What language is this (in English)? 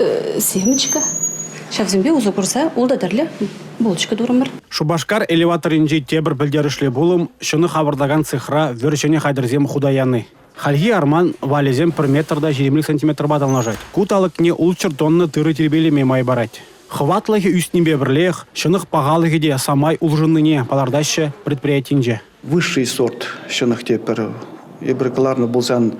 Chuvash